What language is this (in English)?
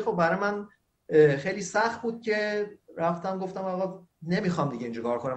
Persian